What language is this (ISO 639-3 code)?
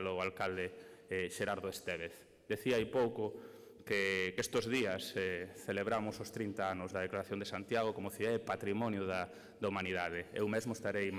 glg